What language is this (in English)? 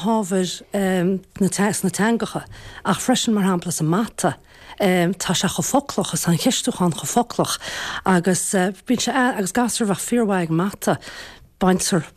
Irish